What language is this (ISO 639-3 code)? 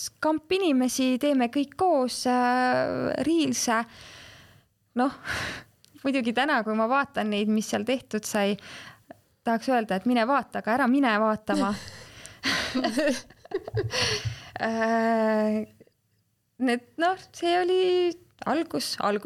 est